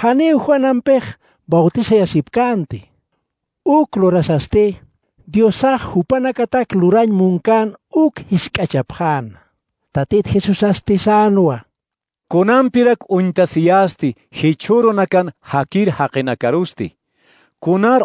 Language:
Aymara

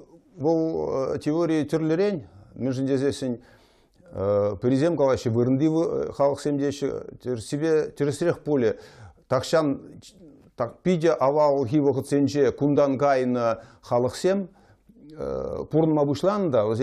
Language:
Chuvash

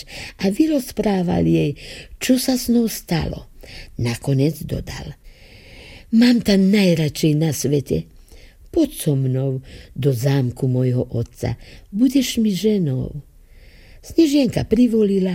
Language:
Slovak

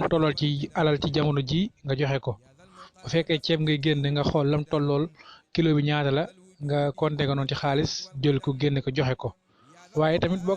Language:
Wolof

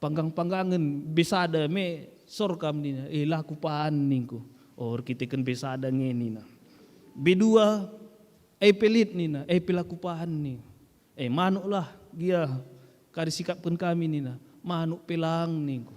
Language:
Batak Karo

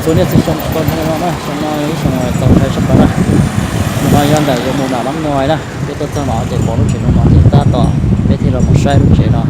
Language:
Hmong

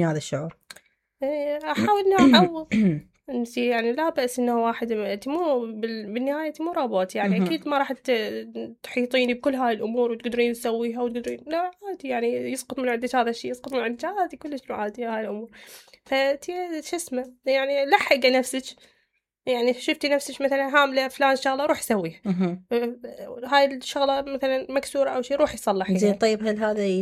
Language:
Mesopotamian Arabic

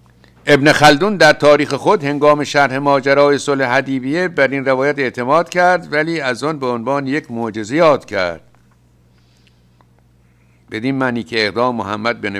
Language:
Persian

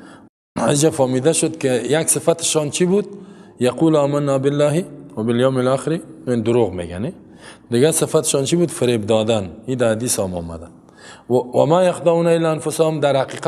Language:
Persian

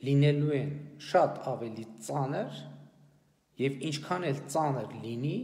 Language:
Armenian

